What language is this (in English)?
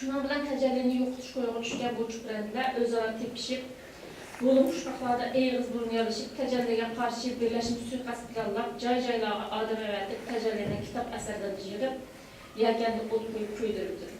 Uyghur